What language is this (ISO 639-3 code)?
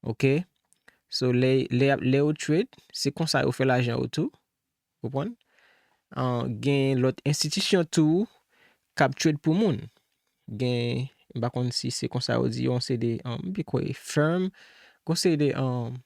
hat